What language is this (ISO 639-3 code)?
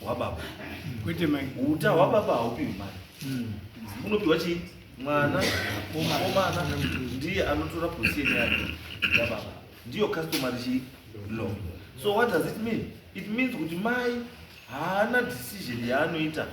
sna